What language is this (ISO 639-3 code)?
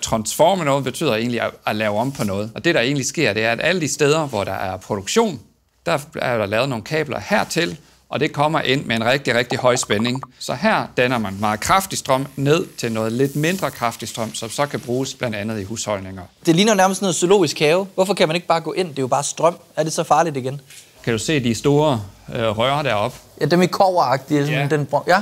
dan